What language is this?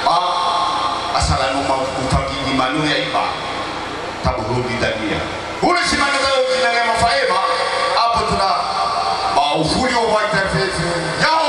Nias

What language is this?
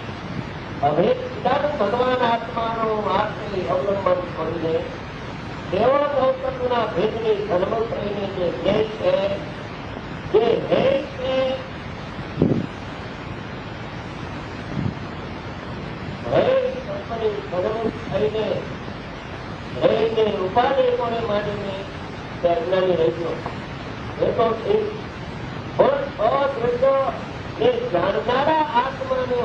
Gujarati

